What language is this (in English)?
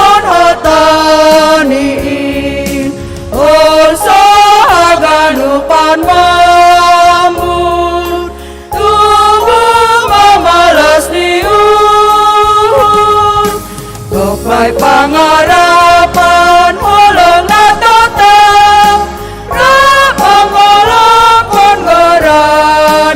Batak Simalungun